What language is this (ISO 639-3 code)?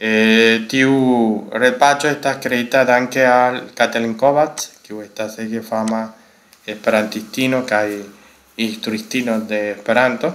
epo